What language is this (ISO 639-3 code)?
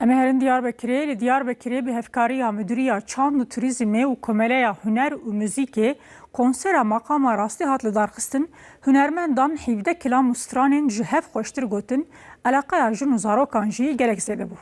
kur